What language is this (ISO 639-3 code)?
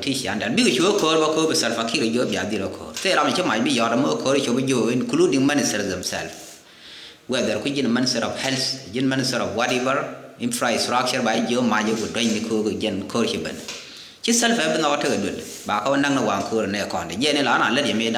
nus